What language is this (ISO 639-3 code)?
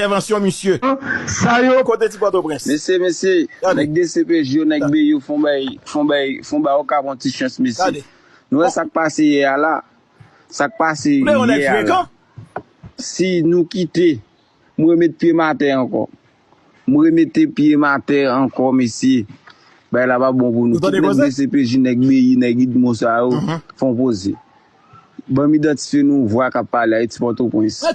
hat